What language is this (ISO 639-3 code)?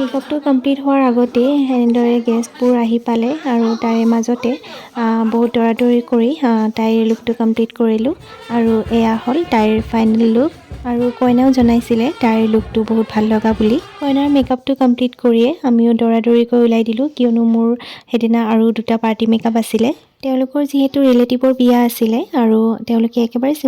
asm